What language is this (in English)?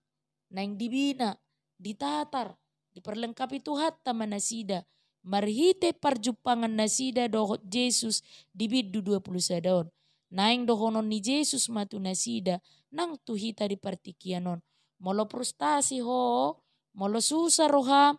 Batak Toba